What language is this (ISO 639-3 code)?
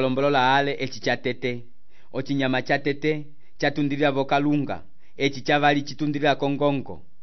umb